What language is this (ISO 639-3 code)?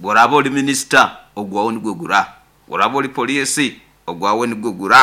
nyo